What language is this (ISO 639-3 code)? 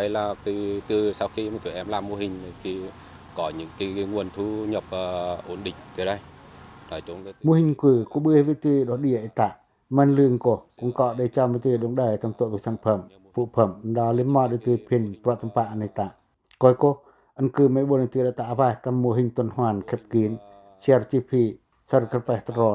pac